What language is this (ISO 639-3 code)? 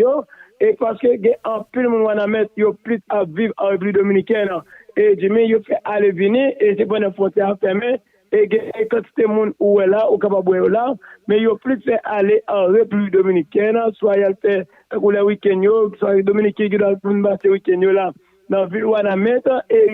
hat